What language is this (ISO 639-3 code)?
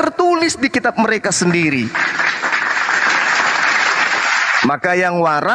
ind